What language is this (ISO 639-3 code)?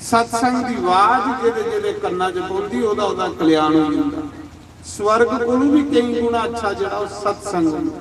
doi